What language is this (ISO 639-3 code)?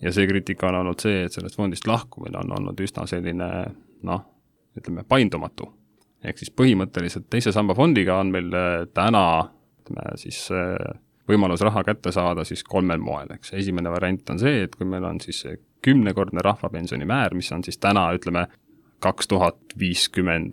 est